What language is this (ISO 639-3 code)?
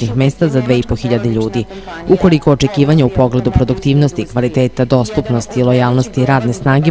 srp